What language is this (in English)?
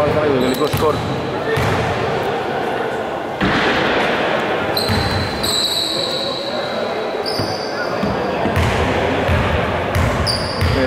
Greek